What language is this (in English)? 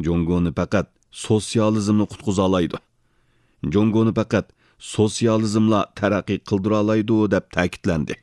Uyghur